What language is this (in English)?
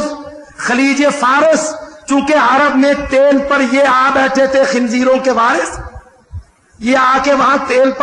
Urdu